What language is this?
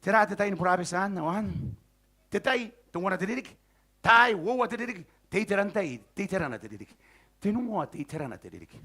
Gilbertese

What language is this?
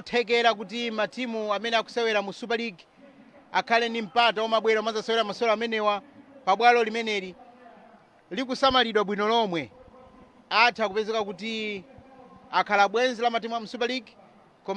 Nyanja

